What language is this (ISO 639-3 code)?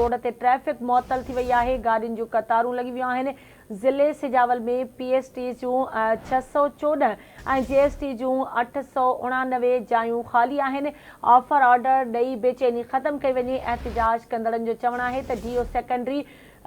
snd